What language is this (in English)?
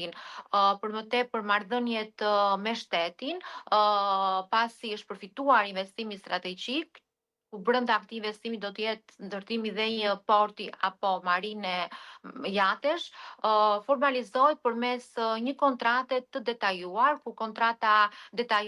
Albanian